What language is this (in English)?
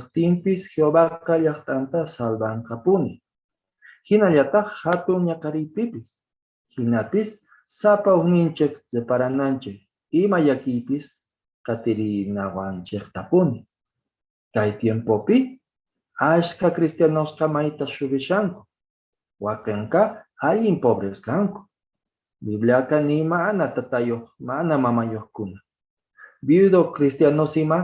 Quechua